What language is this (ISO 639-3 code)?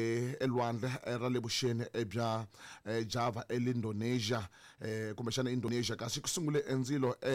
tso